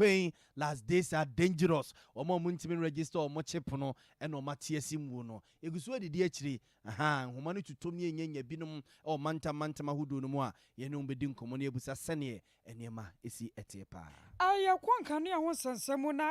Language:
Akan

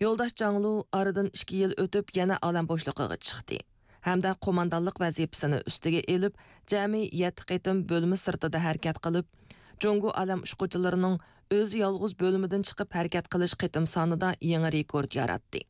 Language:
Uyghur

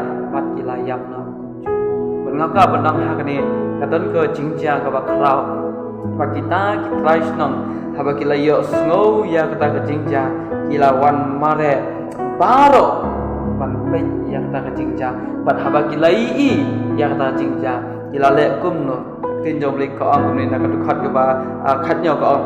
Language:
Khasi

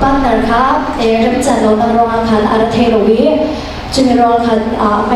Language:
Falam Chin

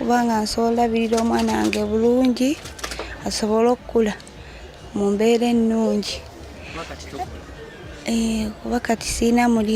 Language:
Ganda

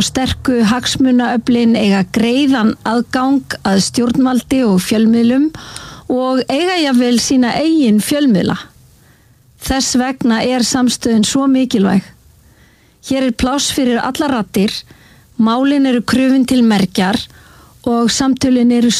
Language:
Icelandic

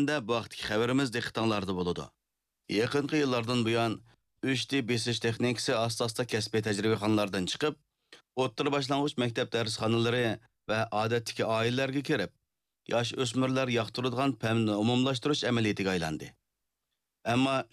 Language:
Uyghur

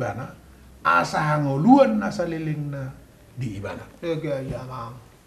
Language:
Batak Toba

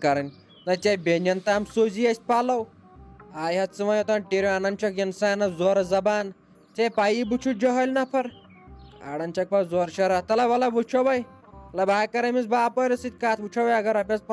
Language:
Kashmiri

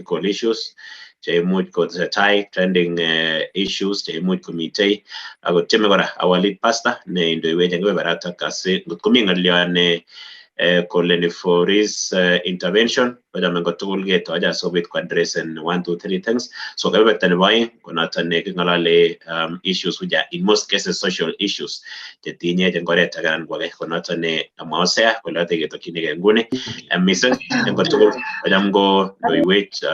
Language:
Kalenjin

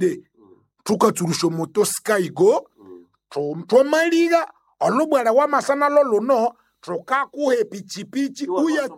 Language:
Nande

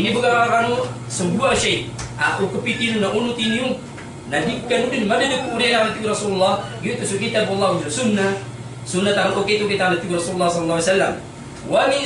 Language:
Maranao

